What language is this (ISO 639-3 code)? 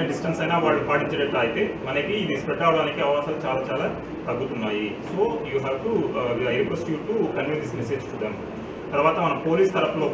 tel